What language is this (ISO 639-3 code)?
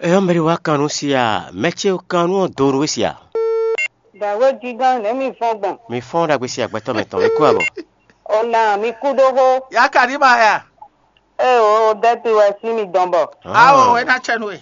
fon